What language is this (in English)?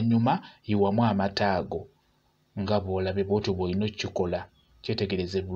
Ganda